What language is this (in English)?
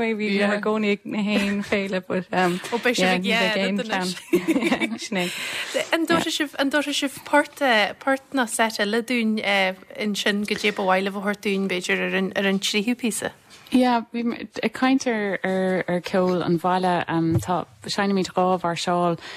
Irish